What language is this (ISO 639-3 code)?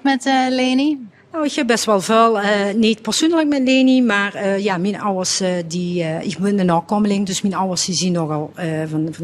lim